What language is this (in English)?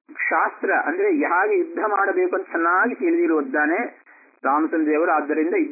Kannada